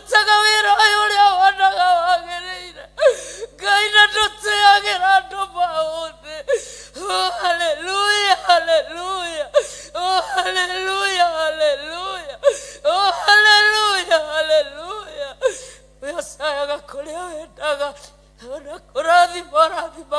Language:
Kikuyu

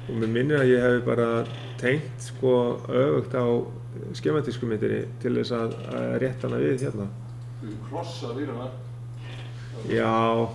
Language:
Icelandic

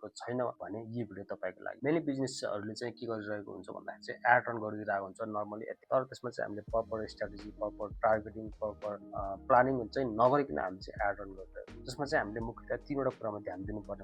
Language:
Nepali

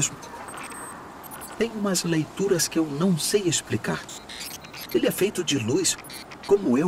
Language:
Portuguese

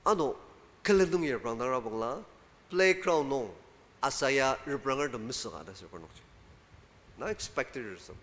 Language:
Ao Naga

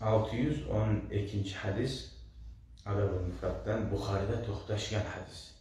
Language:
Kumyk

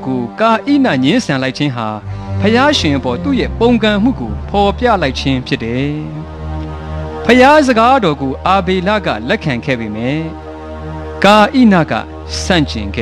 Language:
Burmese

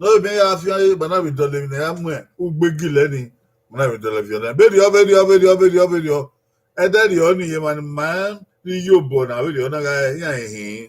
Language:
Bini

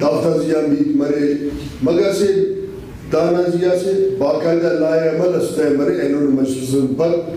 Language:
Brahui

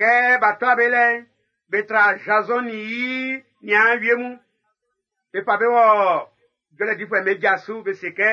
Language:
Baoulé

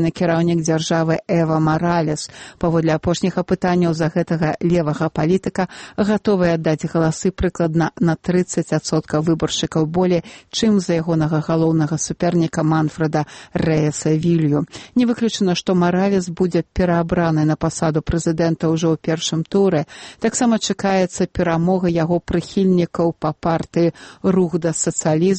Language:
Belarusian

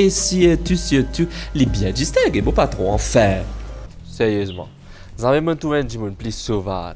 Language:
Morisyen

